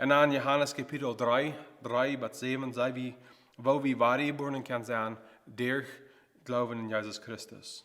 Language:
Plautdietsch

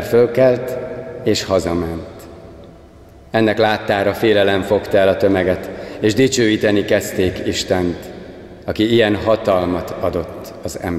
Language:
Hungarian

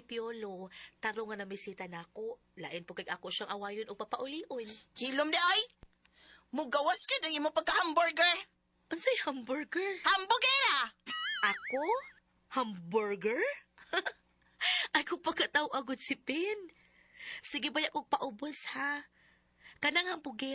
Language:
Cebuano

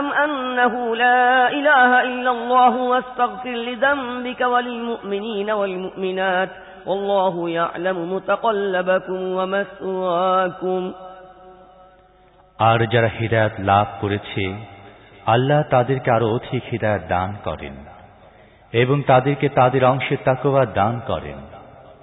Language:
Bangla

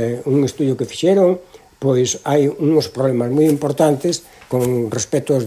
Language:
Galician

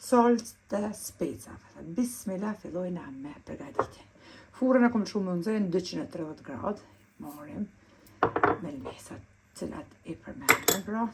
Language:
Albanian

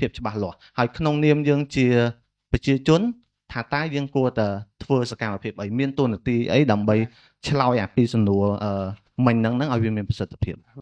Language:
Khmer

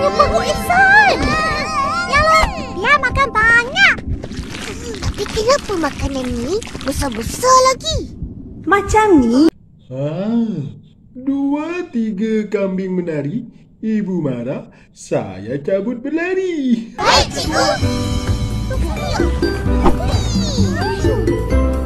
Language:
Malay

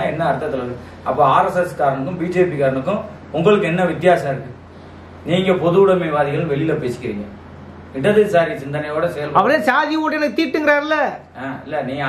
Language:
Tamil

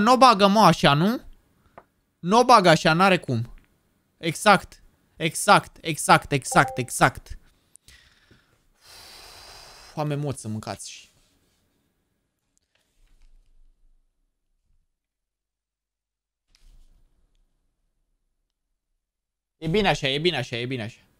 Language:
Romanian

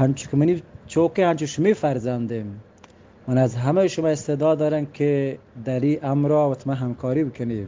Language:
Eastern Balochi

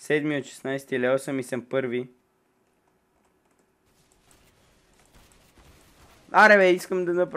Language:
Bulgarian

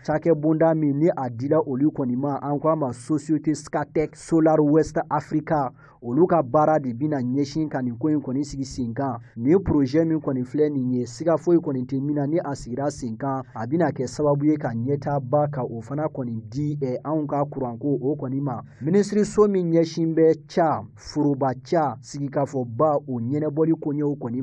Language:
Bambara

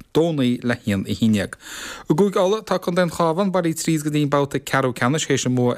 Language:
Irish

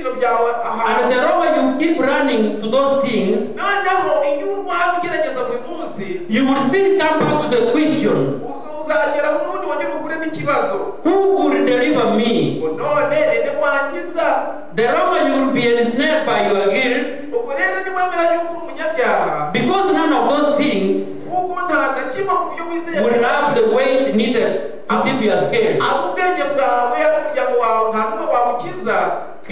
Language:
Kinyarwanda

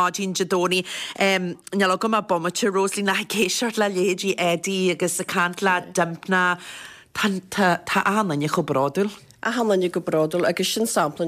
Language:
Irish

